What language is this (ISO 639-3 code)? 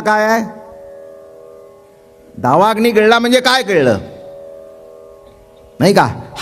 mar